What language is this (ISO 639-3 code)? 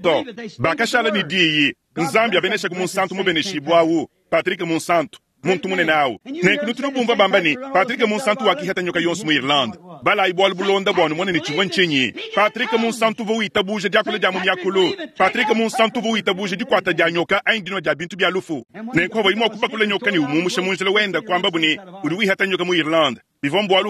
lua